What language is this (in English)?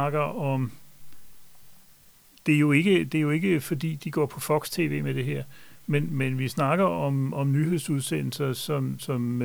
Danish